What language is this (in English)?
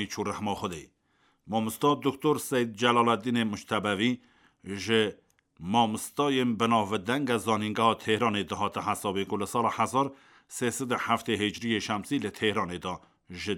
Kurdish